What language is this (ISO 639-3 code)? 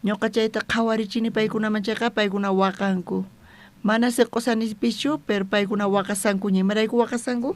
quh